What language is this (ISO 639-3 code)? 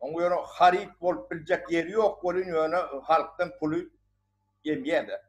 tuk